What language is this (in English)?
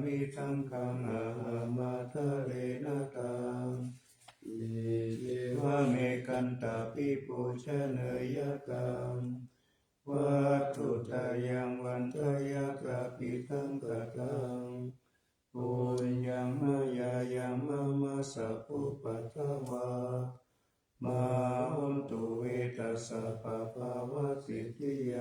Pali